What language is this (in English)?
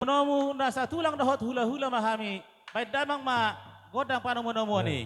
Batak Toba